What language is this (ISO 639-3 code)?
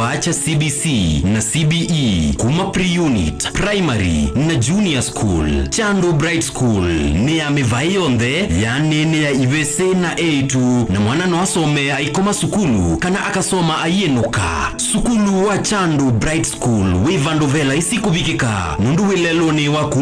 kam